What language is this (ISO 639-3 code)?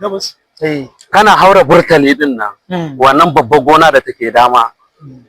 hau